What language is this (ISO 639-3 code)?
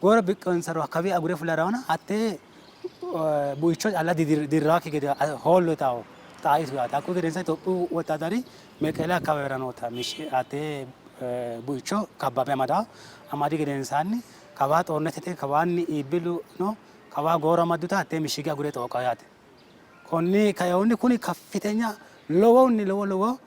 sid